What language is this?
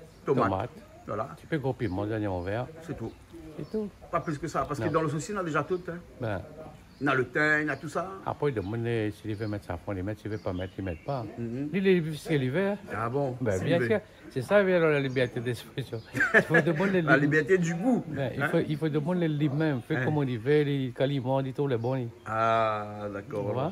Réunion Creole French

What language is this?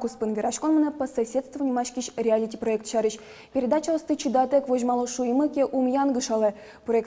Udmurt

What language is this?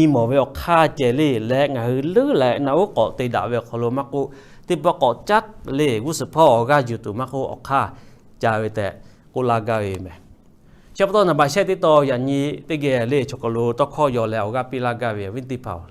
Lahu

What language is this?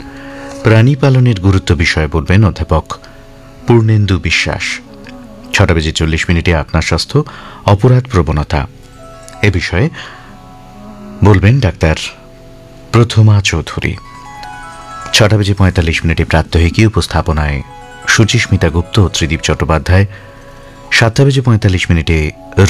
Bangla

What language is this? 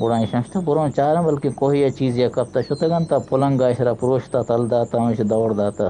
Eastern Balochi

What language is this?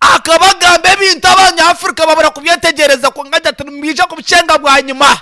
Nyankole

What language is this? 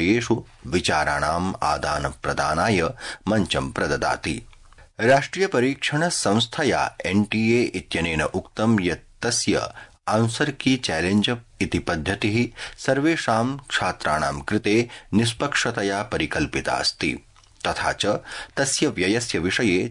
Sanskrit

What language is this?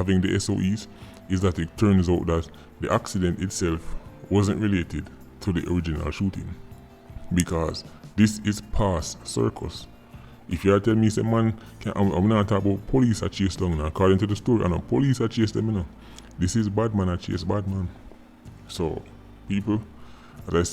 Jamaican Creole English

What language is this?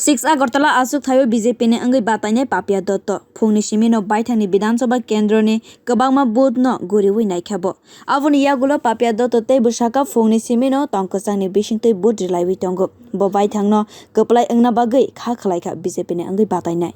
Kok Borok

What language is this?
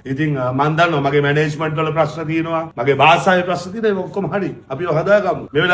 Sinhala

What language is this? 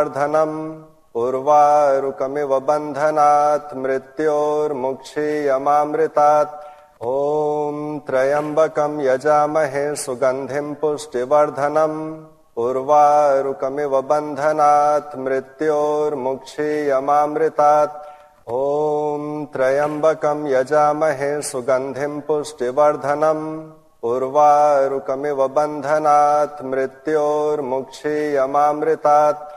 Sanskrit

